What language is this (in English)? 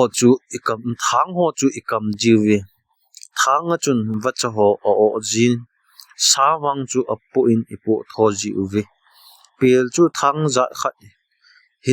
Thado Chin